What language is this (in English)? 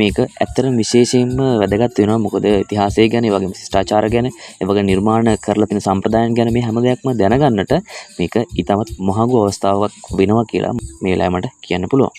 Sinhala